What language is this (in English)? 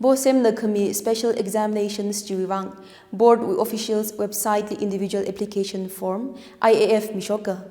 Tangkhul Naga (India)